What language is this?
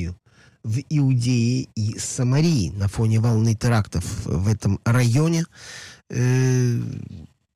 Russian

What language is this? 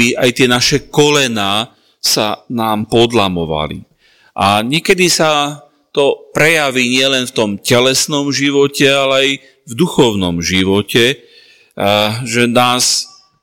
Slovak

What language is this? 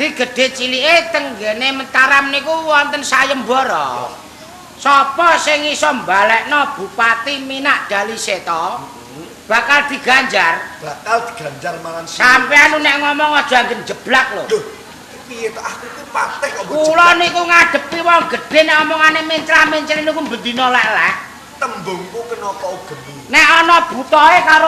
Javanese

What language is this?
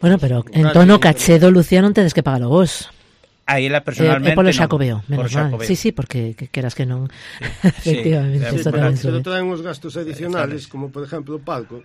Galician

